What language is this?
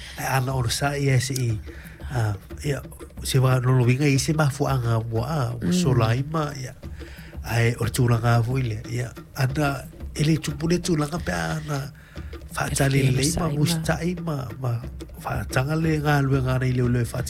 Samoan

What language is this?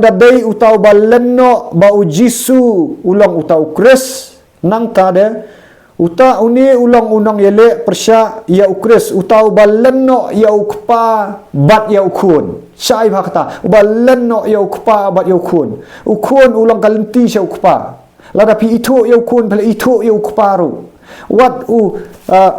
Khasi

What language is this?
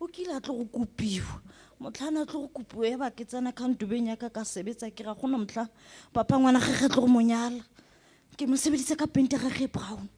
Southern Sotho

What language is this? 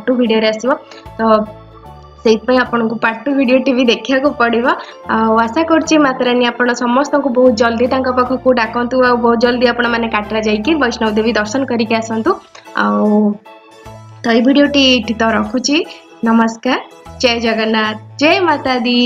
Odia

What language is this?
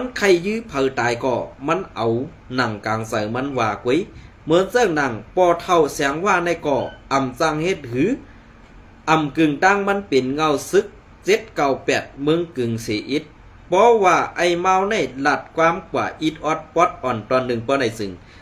Shan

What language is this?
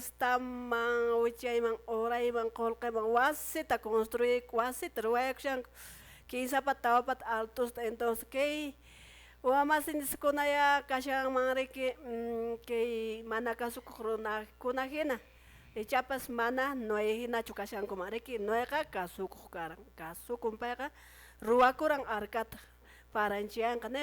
Quechua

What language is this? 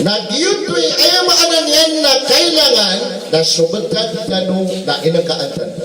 Maranao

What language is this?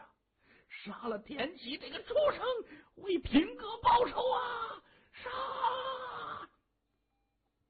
Chinese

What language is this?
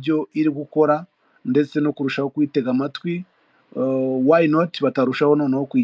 Kinyarwanda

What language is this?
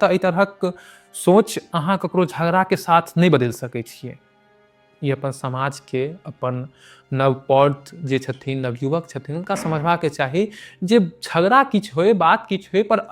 Maithili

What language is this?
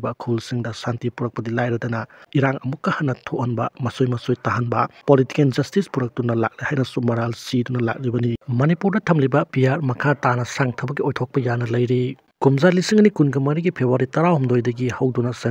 Manipuri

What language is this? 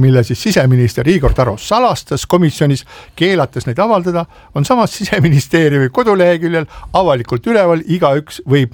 Estonian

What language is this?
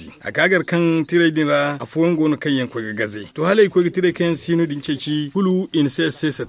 Zarma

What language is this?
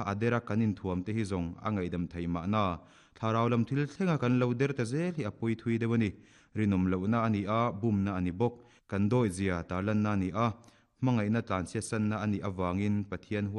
Mizo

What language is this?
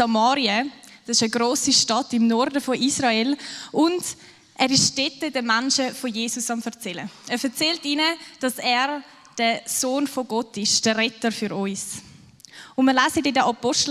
Swiss German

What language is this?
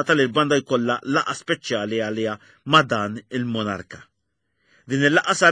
Maltese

